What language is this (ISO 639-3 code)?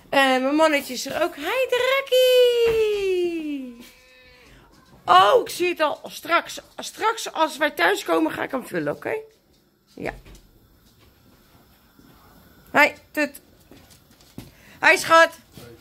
nld